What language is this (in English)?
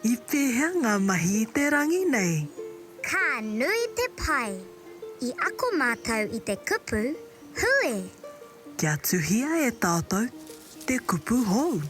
Māori